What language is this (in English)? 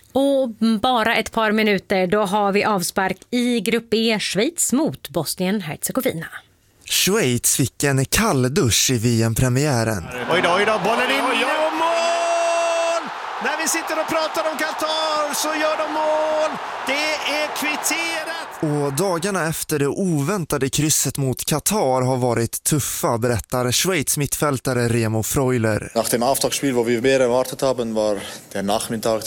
Swedish